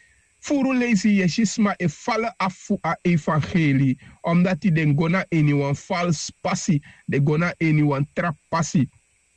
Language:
Sranan Tongo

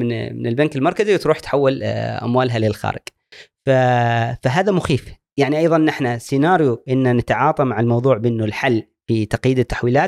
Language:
Gulf Arabic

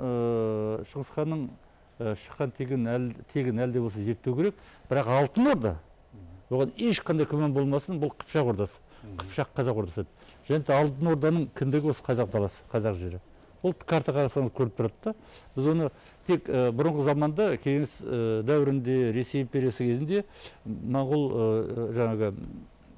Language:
Kazakh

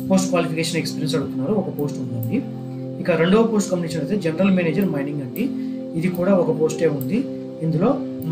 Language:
Telugu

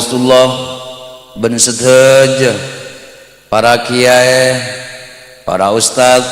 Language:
Madurese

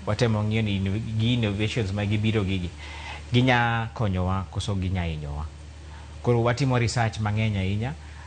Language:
Luo (Kenya and Tanzania)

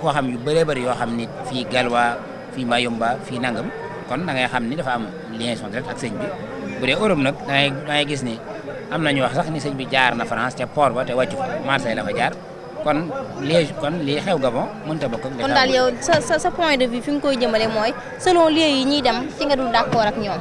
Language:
Wolof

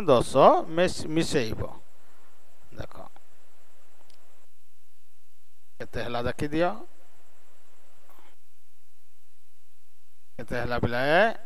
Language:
Odia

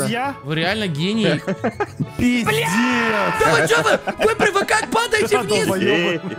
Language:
Russian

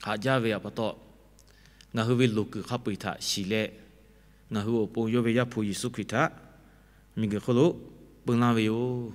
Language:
Lahu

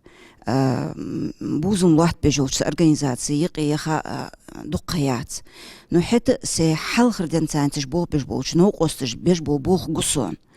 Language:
Ingush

